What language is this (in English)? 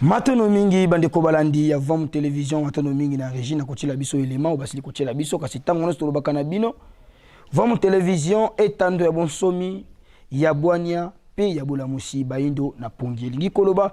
Lingala